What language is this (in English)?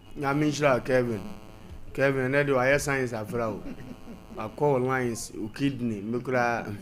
Akan